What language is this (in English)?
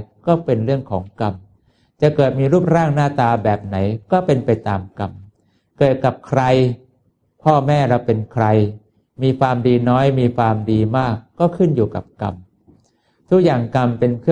Thai